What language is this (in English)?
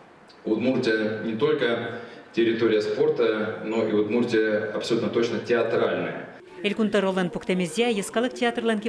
Udmurt